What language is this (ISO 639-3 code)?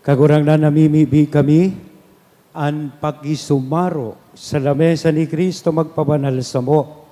bik